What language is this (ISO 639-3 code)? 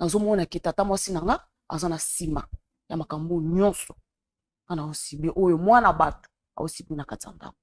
lin